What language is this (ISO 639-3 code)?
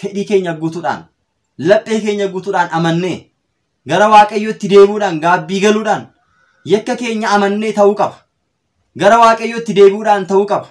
orm